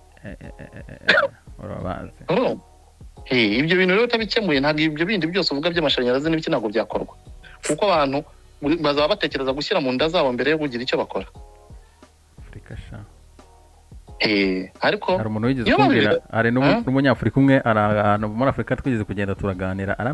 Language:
Kinyarwanda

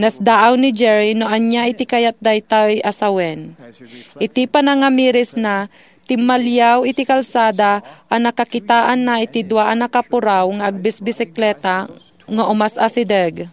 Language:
Iloko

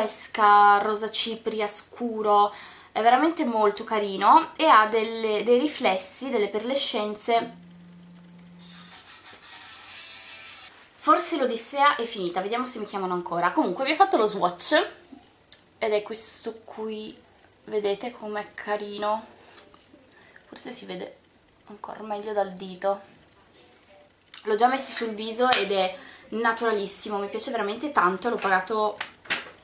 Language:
Italian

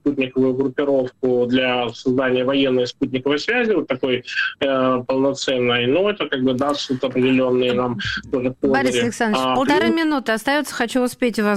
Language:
Russian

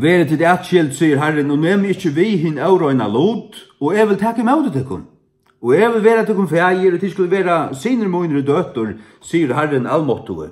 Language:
Faroese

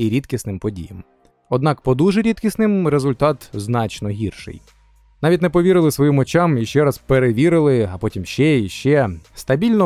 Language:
Ukrainian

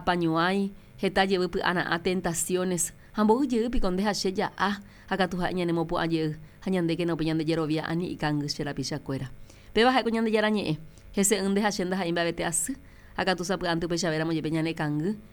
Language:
Guarani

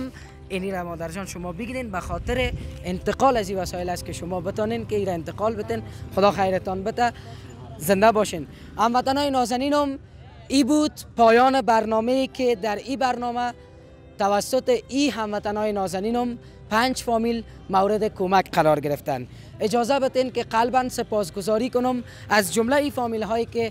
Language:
Persian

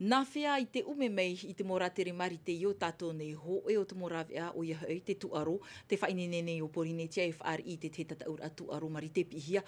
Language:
Tahitian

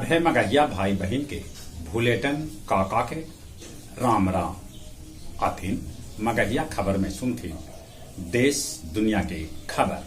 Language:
Magahi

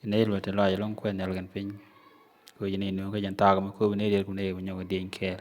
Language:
Nuer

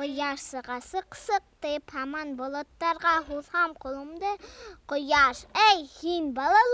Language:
Bashkir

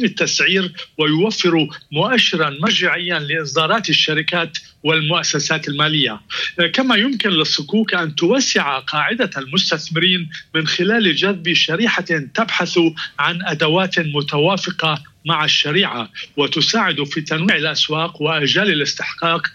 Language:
Arabic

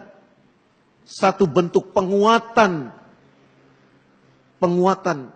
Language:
Indonesian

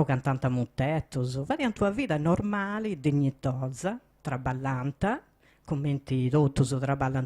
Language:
Sardinian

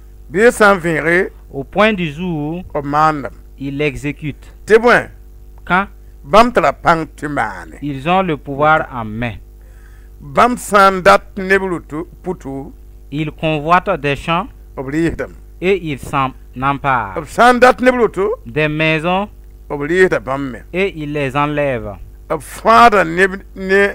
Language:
Mossi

